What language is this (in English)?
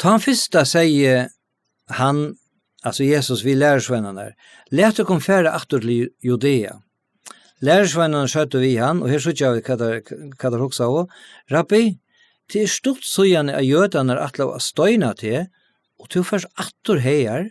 Faroese